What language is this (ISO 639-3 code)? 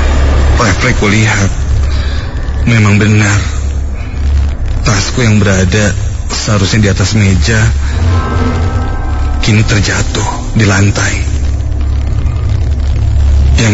ind